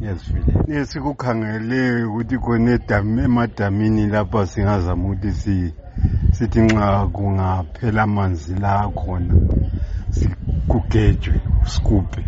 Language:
North Ndebele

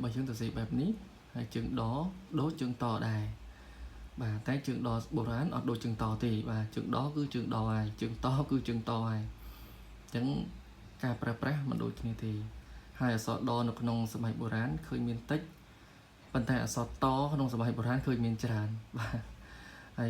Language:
Khmer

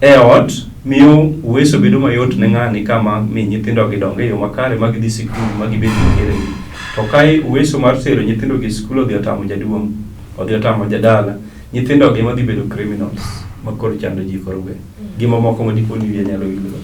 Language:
Luo (Kenya and Tanzania)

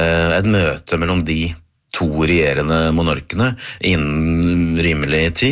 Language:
Norwegian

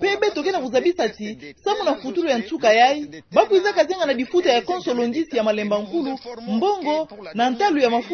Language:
Kituba (Democratic Republic of Congo)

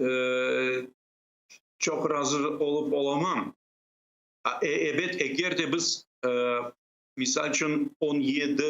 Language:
Crimean Tatar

